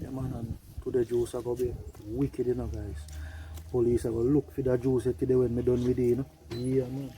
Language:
Jamaican Creole English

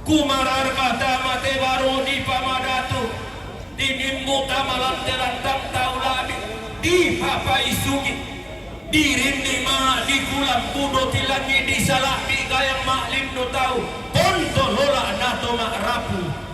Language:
Toraja-Sa'dan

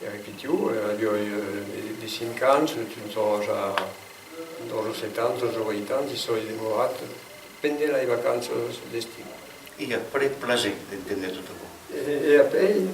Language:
Occitan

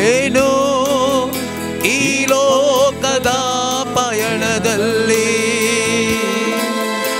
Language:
Konkani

